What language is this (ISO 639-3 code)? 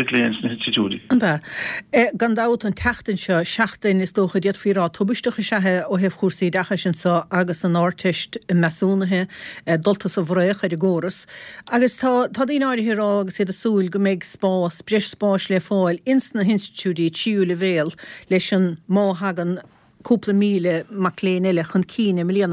gle